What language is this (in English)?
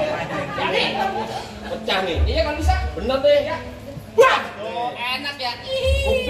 Betawi